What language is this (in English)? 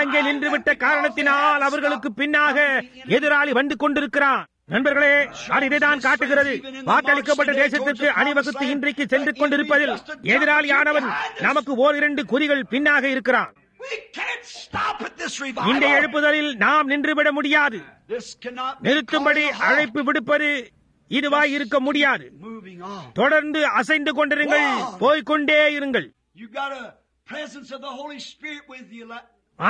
Tamil